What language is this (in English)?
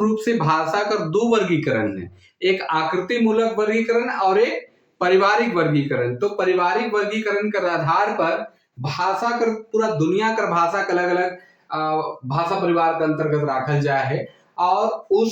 Sadri